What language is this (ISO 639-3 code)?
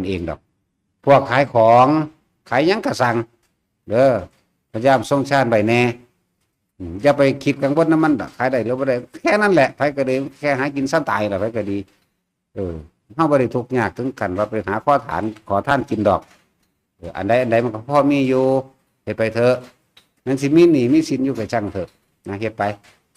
tts